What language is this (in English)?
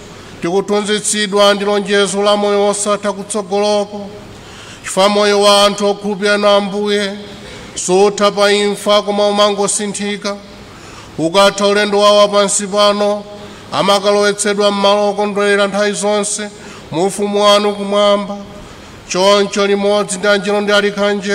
Nyanja